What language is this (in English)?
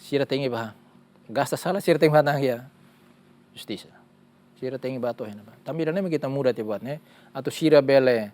Tetum